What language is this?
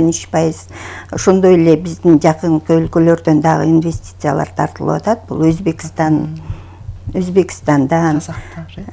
Kyrgyz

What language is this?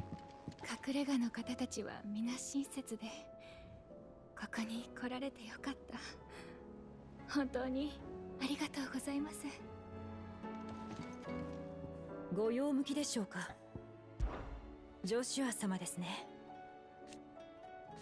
Japanese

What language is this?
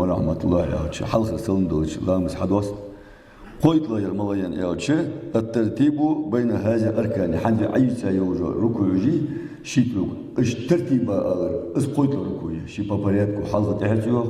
Ingush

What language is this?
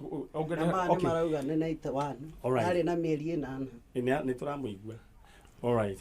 Kikuyu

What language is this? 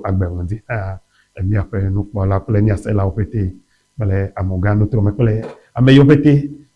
Ewe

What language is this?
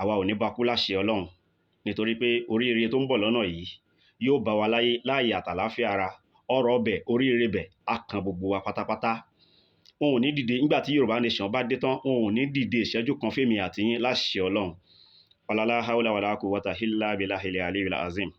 Yoruba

